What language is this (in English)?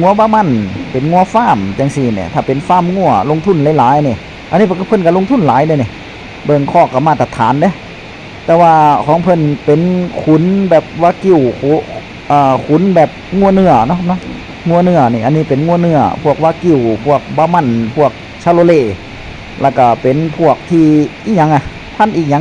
Northeastern Thai